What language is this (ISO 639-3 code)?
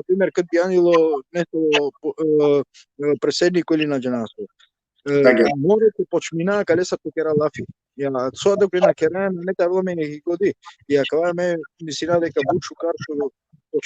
rmn